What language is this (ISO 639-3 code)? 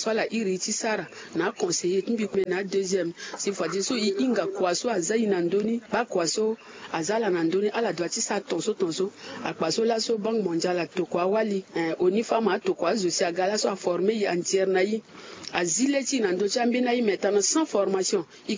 sag